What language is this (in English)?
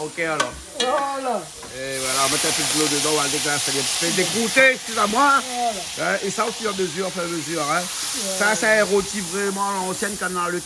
Réunion Creole French